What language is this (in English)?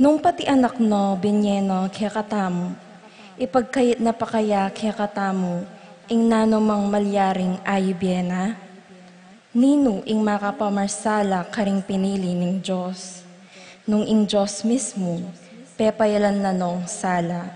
Pampanga